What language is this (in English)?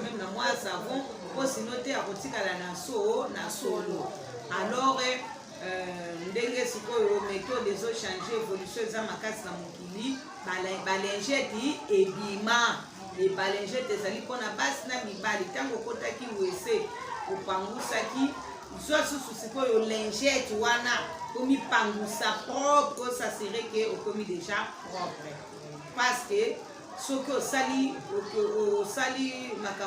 Lingala